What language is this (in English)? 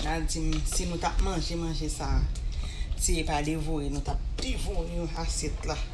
Haitian Creole